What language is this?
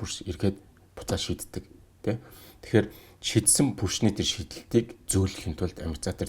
Mongolian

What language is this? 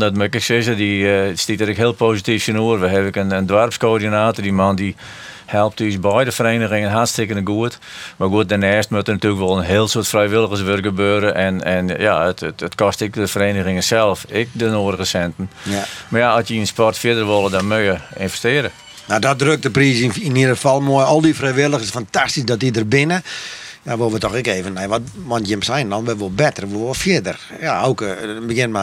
Western Frisian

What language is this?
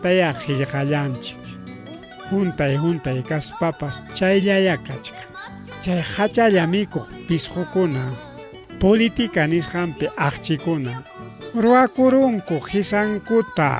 Ayacucho Quechua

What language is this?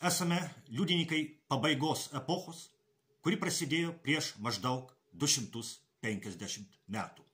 Lithuanian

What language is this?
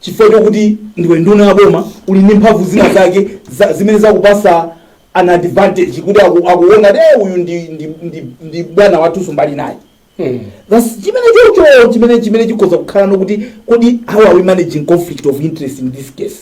Nyanja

